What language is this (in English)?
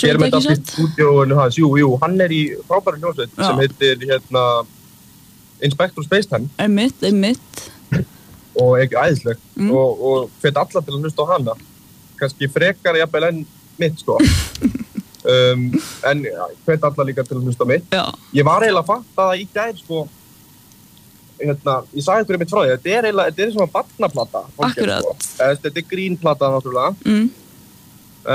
Icelandic